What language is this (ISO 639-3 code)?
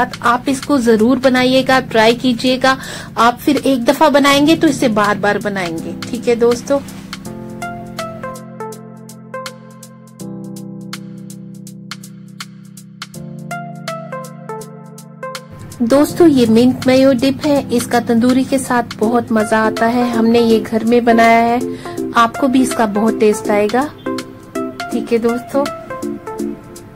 hin